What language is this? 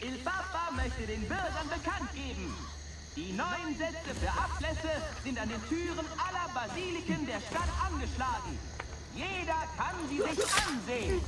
Bavarian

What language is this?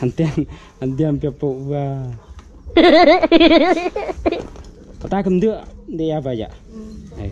Central Mnong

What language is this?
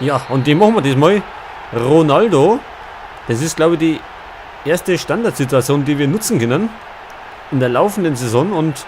Bavarian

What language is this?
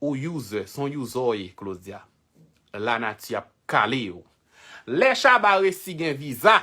Haitian Creole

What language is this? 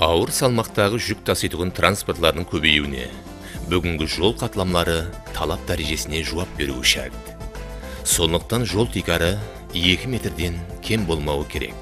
Kara-Kalpak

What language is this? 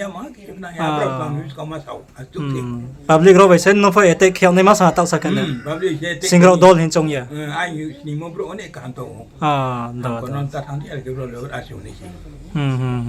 Riang (India)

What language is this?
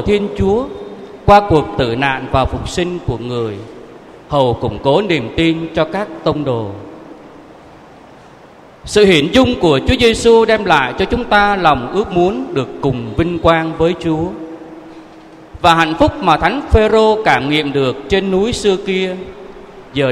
Vietnamese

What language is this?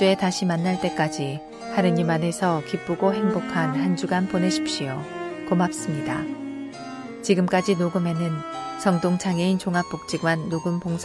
Korean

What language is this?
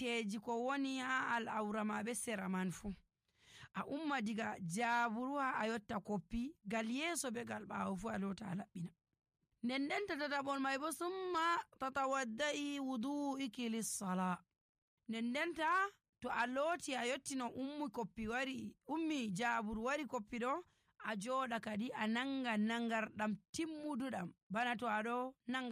Nigerian Fulfulde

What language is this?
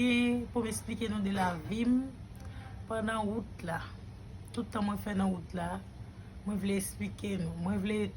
Haitian Creole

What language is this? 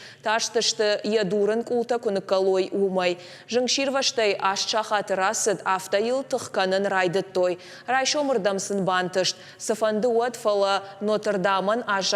Ossetic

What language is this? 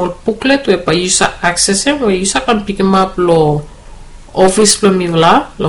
Bislama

